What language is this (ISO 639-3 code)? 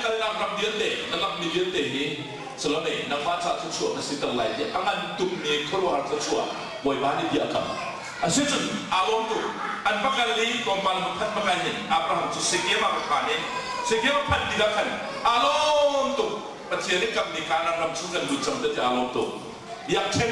cnh